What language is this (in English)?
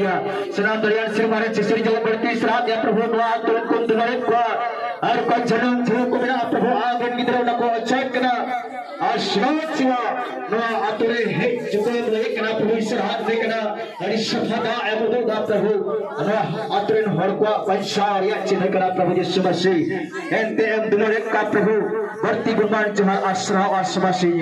Santali